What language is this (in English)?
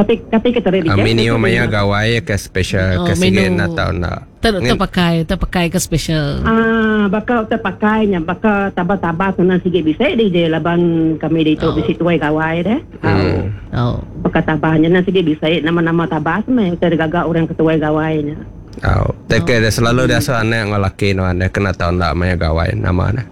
Iban